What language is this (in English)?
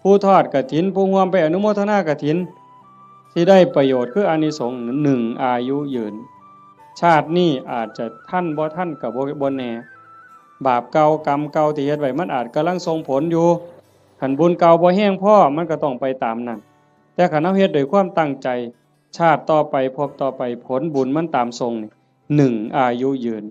Northeastern Thai